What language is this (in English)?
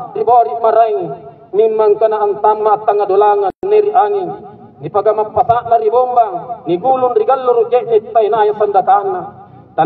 Makasar